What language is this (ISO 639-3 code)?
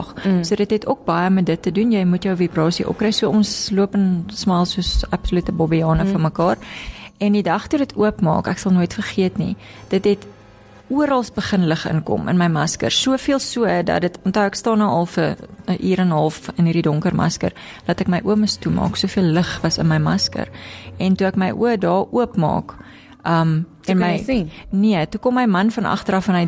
afr